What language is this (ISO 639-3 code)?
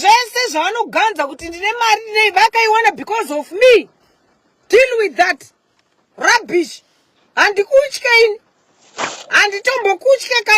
sna